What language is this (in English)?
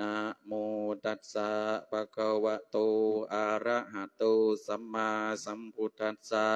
Lao